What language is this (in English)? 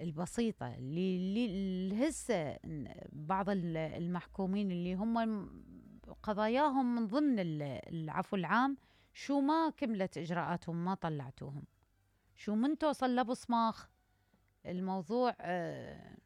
Mesopotamian Arabic